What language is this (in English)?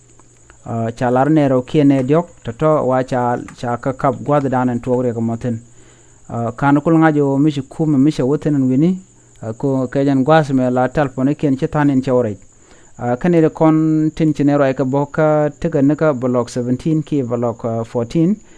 Nuer